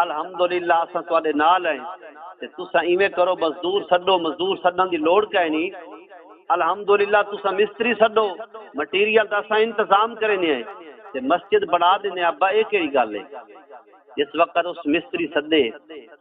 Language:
Saraiki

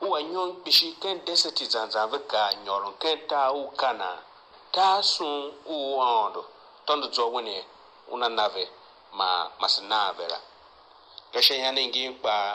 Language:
Tiv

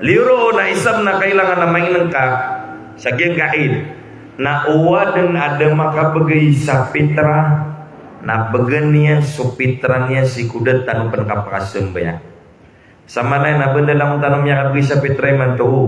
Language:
Maranao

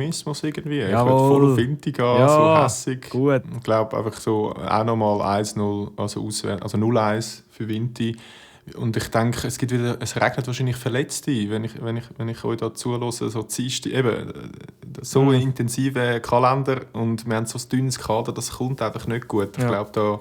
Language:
Swiss German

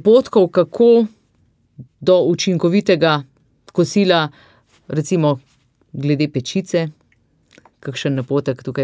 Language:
Slovenian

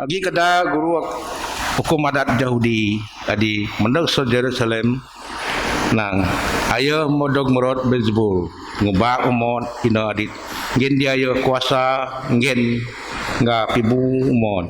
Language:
Biatah Bidayuh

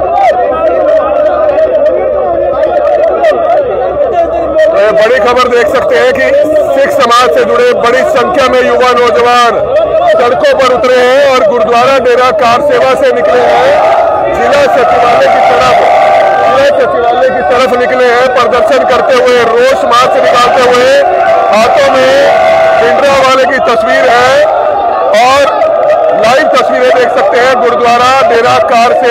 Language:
Hindi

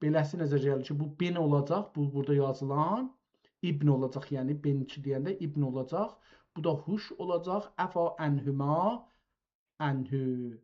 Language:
South Azerbaijani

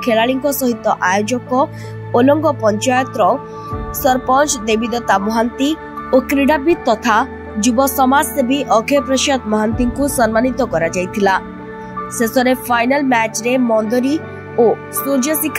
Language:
Odia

